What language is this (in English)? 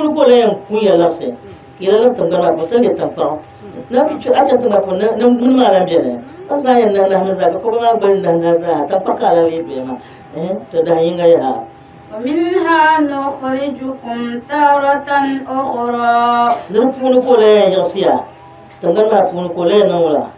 Dagbani